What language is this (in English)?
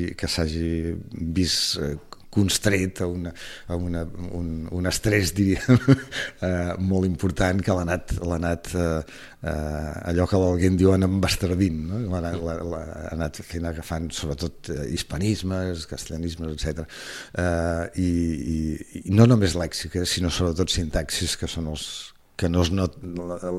Catalan